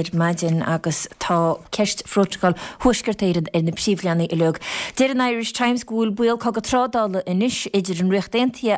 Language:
Irish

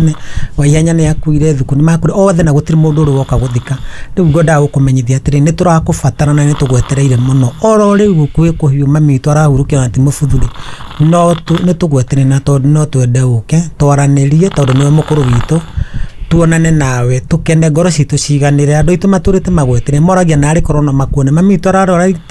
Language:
Kikuyu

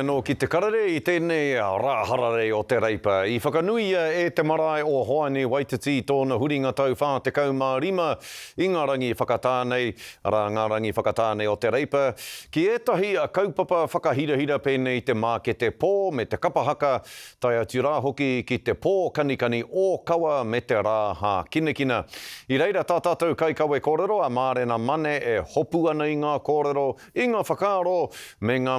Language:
Māori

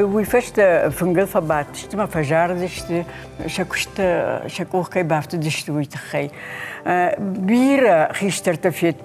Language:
Ossetic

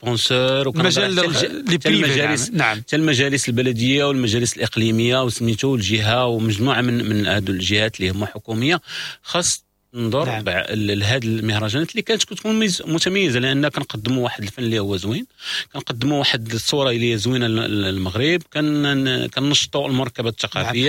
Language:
Moroccan Arabic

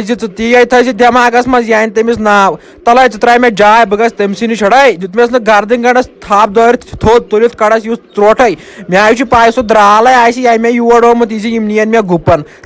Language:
Kashmiri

